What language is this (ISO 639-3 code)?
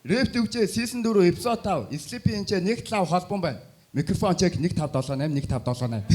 mon